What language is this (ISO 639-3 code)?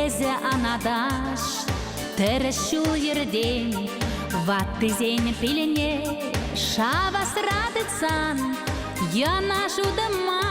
chv